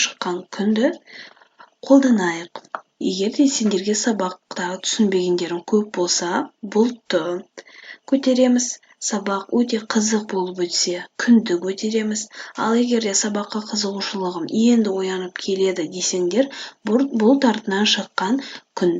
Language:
Kazakh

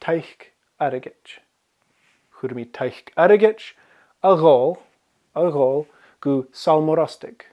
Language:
Scottish Gaelic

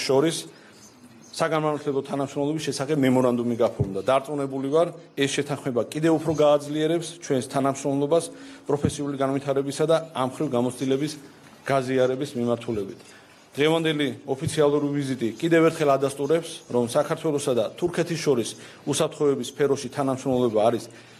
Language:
Georgian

